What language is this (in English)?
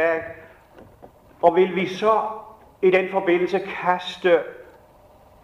Danish